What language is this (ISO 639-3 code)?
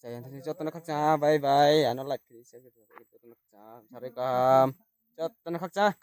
ria